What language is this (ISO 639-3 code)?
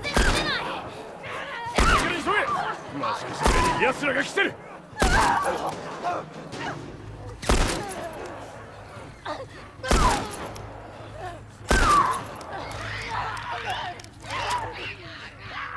jpn